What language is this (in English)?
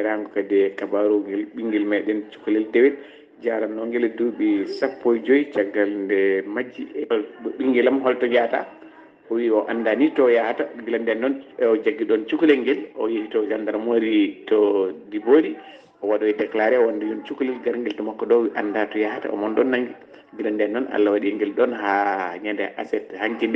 Fula